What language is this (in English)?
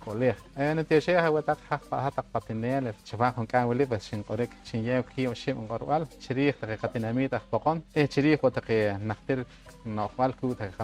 Poqomchi'